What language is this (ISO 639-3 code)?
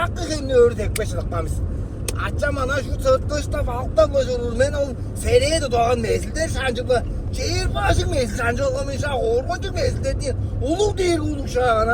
tyv